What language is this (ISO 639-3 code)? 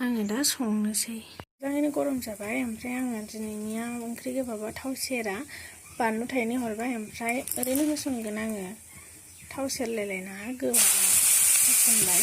brx